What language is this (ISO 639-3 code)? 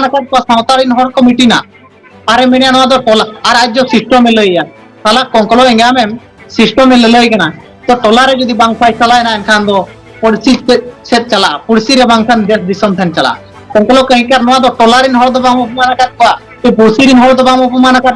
sat